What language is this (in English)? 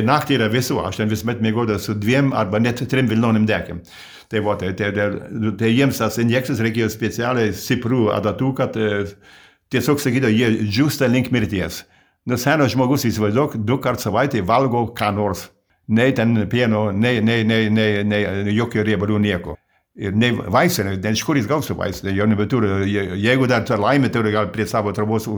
Lithuanian